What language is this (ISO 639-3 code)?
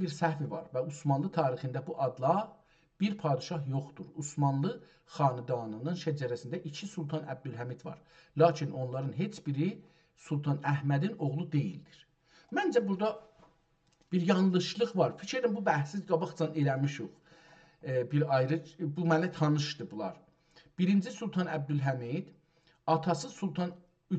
azb